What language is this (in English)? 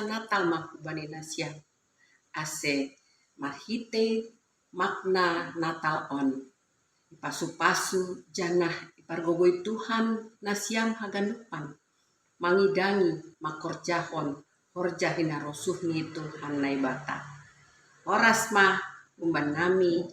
Batak Simalungun